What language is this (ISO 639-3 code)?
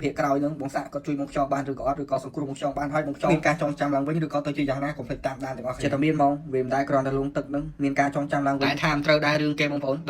khm